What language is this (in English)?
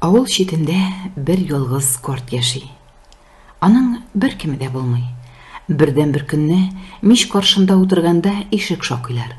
Tatar